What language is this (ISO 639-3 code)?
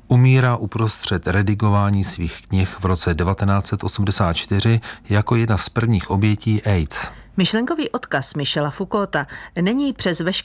ces